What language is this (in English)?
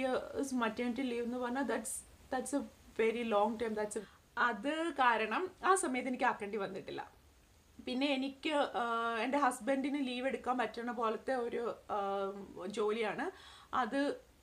Malayalam